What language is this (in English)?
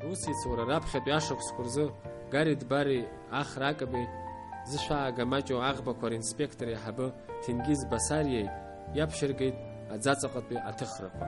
Abkhazian